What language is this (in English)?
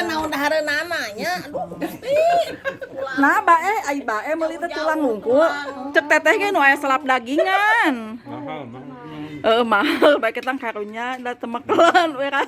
Sundanese